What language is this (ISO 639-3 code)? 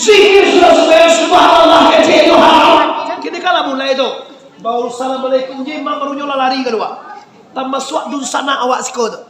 min